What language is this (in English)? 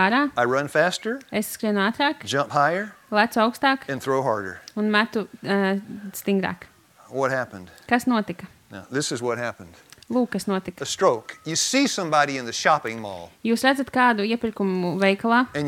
Latvian